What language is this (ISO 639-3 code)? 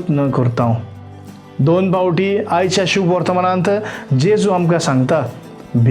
kok